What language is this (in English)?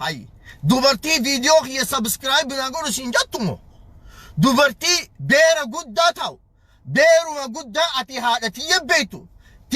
Oromo